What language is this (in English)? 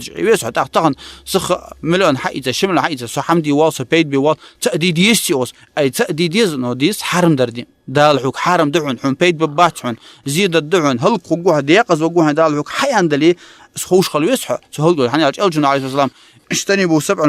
Ingush